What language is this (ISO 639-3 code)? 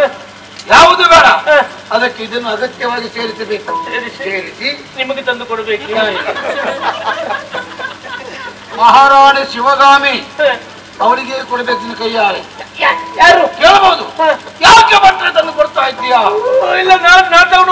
kan